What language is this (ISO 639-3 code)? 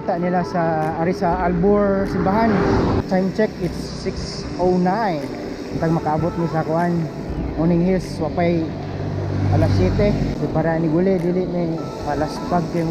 ceb